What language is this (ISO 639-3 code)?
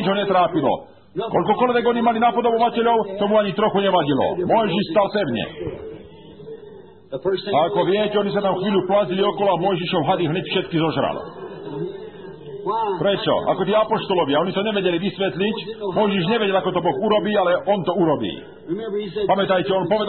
slk